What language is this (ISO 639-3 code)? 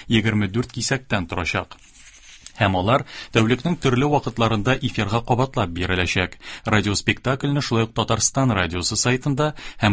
tat